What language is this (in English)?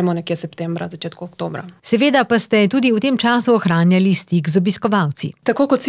Slovenian